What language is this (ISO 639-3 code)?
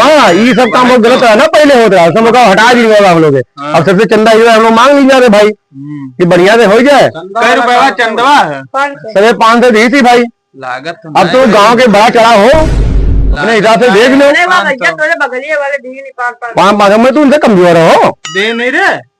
awa